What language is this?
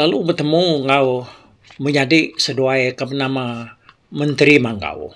Iban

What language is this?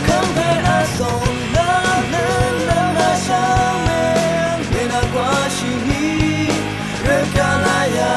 Rawang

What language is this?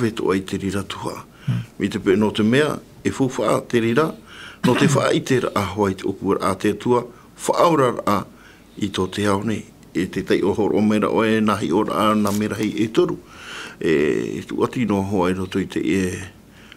Tahitian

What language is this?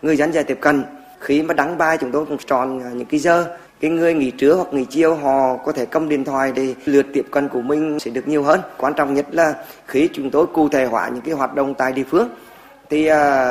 Vietnamese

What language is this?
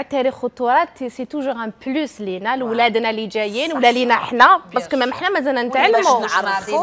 Algerian Arabic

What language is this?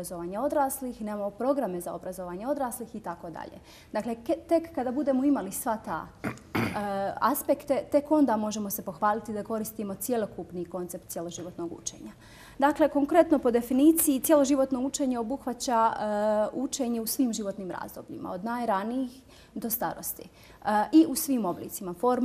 Bosnian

